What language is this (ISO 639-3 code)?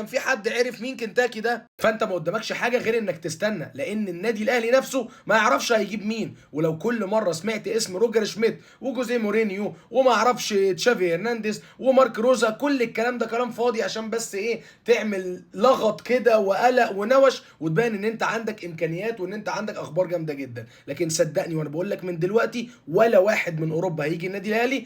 arz